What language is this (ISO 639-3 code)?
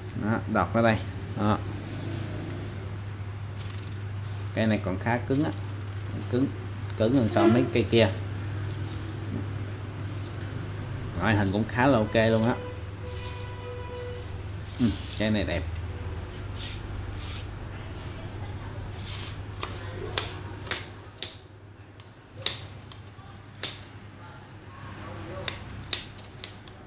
vie